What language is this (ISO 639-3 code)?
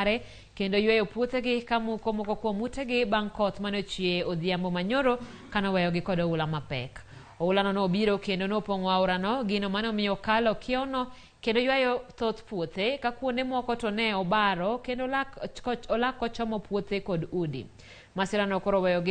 luo